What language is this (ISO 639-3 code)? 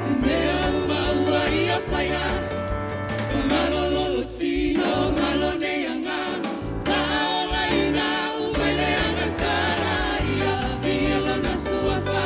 smo